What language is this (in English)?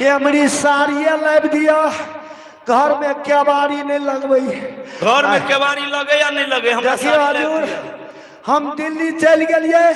Maithili